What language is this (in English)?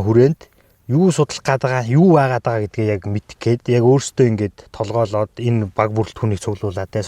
Mongolian